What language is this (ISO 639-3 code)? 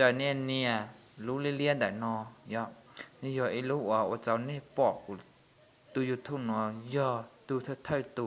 hmn